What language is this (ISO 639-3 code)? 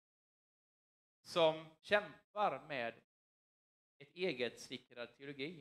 swe